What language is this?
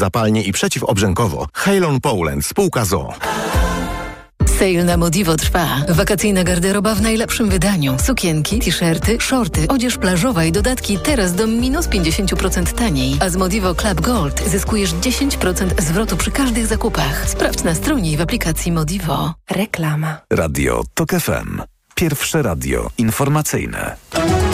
Polish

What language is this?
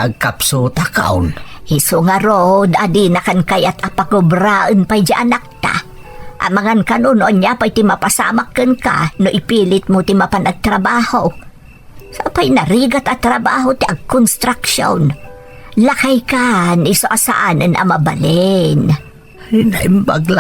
Iloko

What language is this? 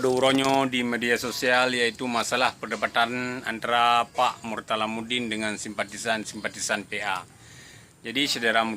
Achinese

